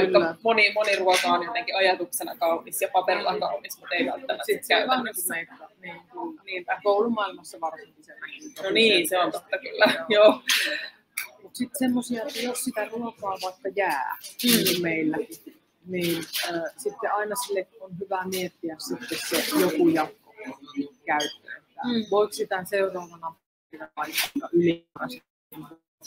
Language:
Finnish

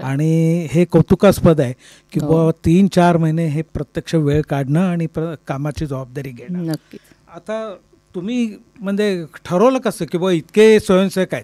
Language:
Marathi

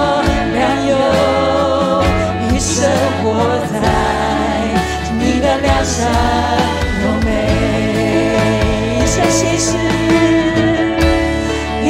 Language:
Chinese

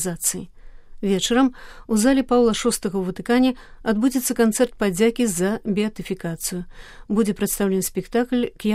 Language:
Belarusian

